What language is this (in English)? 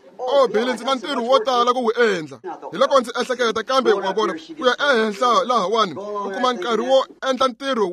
Tsonga